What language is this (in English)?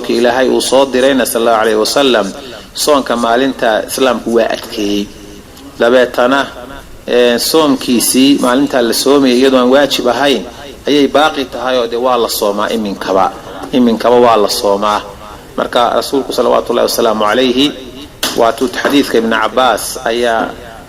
Somali